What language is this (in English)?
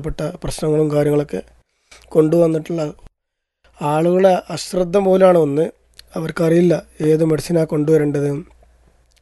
Malayalam